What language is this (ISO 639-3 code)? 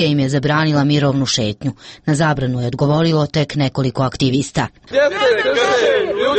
hrv